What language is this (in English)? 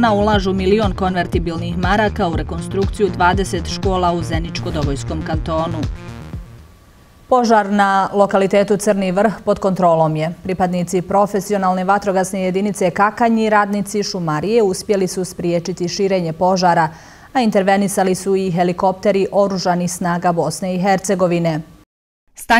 Bosnian